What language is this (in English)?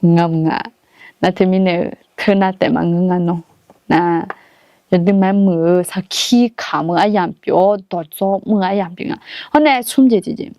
Akha